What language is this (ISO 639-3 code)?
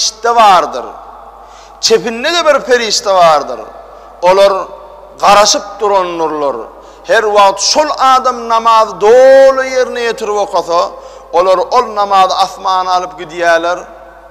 tuk